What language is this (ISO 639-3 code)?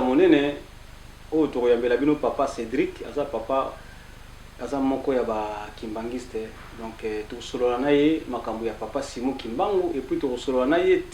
lin